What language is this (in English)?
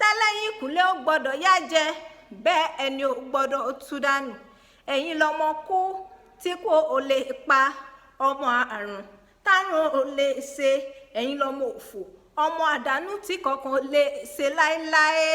Yoruba